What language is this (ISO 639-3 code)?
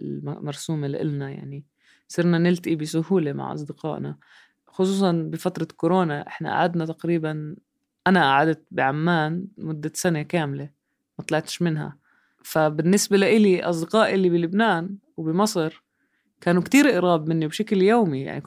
apc